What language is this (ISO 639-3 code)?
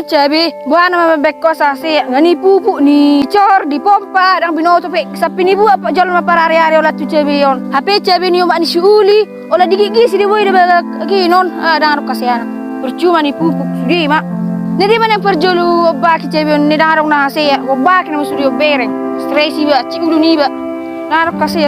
bbc